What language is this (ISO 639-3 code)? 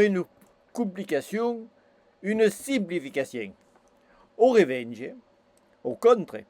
oci